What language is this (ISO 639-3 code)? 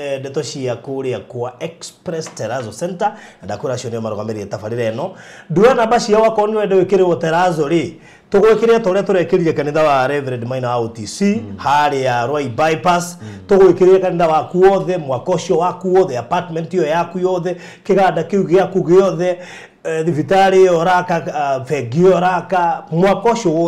kik